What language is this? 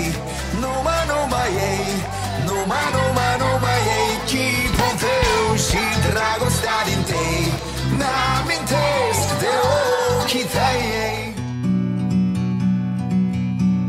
Romanian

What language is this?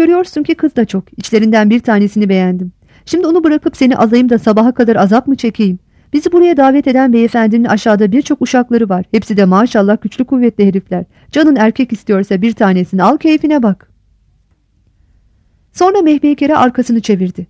Turkish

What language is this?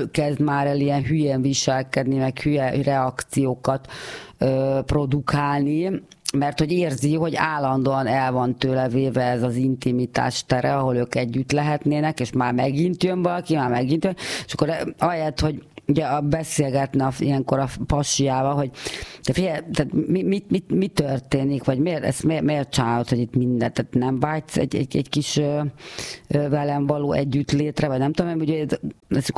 Hungarian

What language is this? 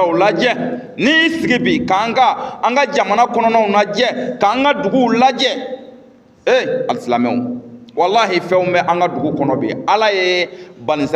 Bambara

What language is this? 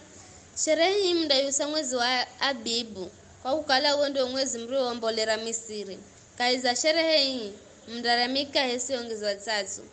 Giryama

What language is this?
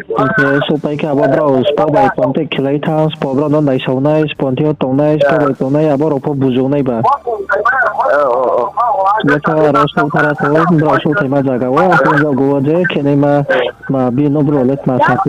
Riang (India)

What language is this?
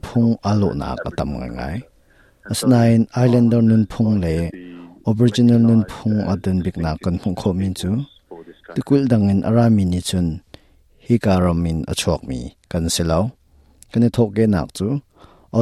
Hakha Chin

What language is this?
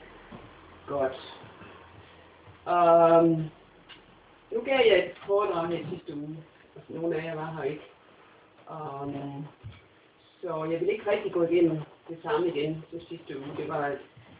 Danish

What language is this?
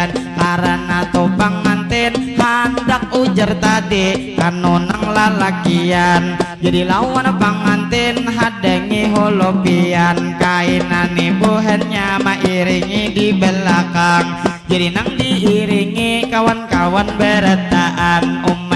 Banjar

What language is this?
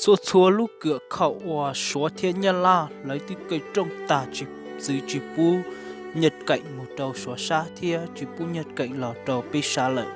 Hmong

